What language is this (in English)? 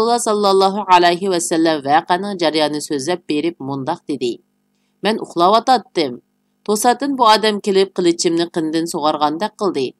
Uyghur